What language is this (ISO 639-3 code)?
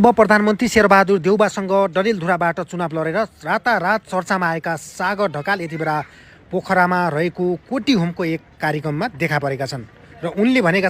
nep